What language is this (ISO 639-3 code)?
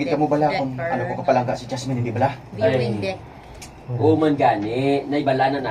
hil